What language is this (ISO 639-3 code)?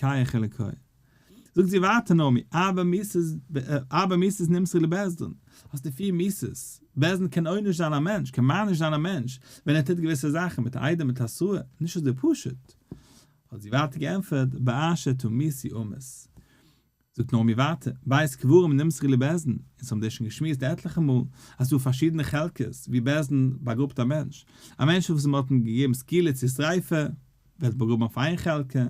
yid